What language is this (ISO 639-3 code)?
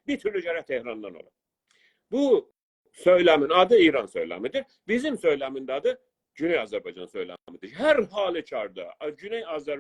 azb